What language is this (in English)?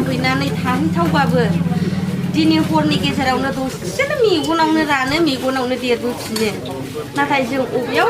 Bodo